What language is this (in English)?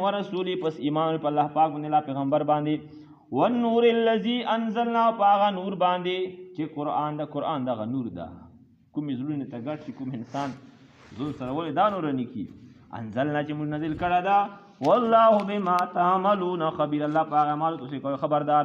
Pashto